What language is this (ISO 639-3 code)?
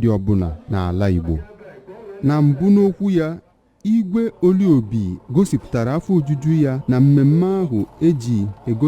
ibo